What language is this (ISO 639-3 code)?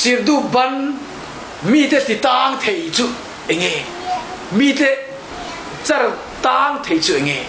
lus